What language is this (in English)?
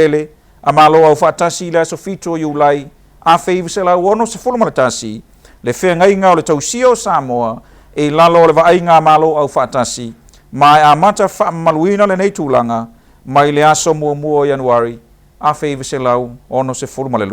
Samoan